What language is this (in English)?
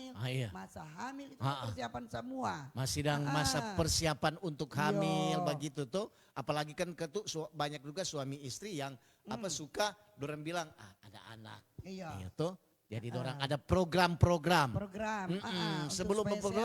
Manado Malay